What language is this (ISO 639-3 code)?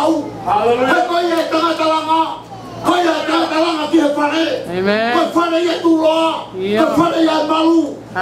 ton